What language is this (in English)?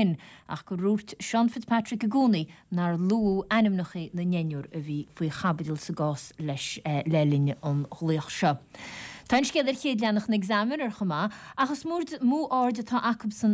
Irish